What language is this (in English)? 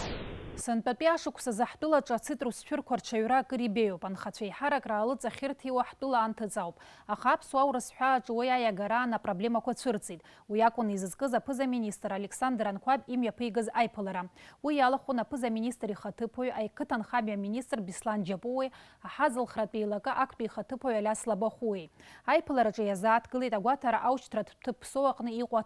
Abkhazian